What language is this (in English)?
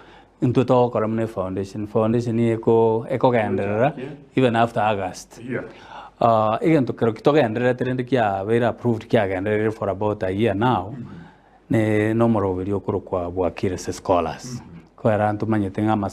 Gusii